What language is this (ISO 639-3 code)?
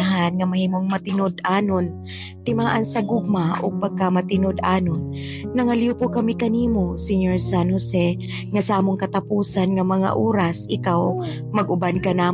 ceb